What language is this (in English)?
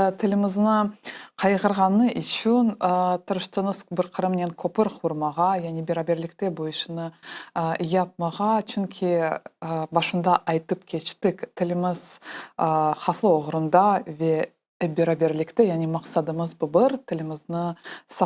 Crimean Tatar